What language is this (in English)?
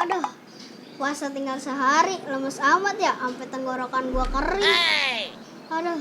Betawi